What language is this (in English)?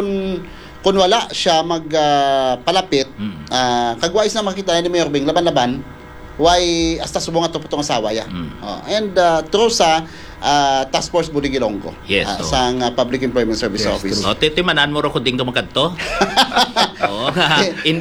Hiligaynon